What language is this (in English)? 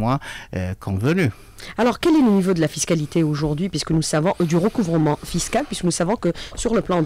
French